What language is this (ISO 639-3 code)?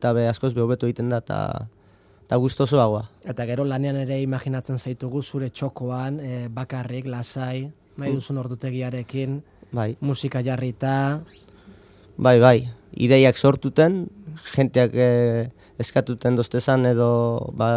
eus